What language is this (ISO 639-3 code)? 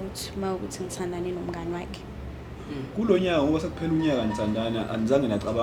zul